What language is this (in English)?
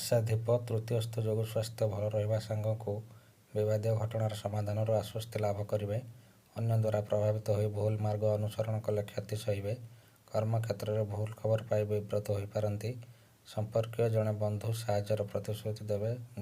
Odia